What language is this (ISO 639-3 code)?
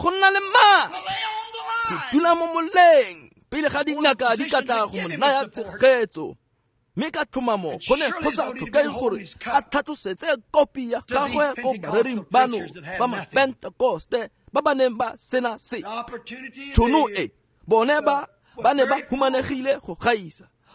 tsn